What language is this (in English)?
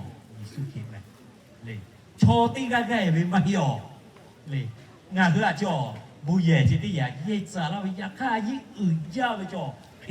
Lahu